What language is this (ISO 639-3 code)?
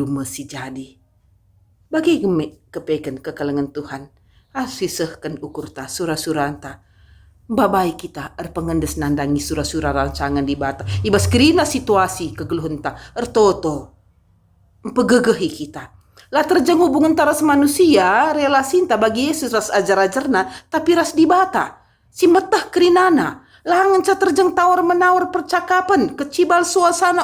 btx